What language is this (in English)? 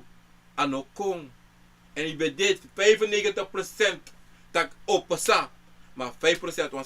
Sranan Tongo